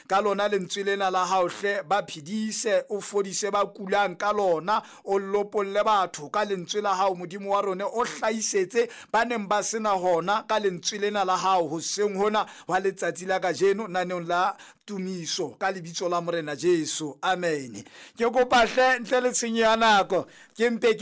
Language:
Southern Sotho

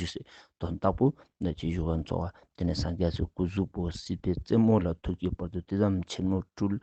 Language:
Ladakhi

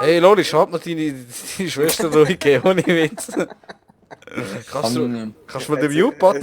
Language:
Swiss German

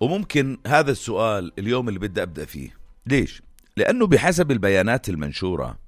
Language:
North Levantine Arabic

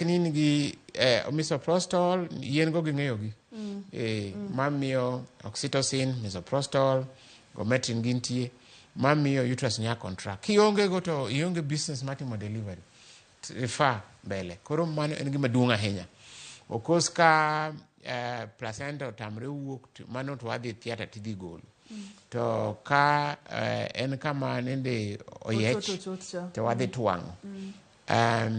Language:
Luo (Kenya and Tanzania)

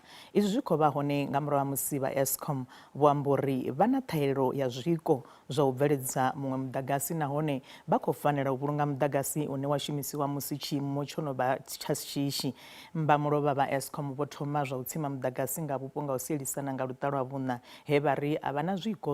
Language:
Venda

